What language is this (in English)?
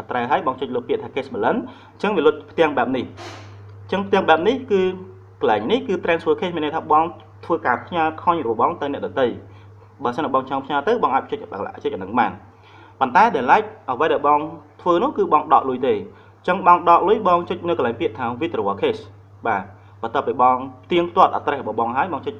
Khmer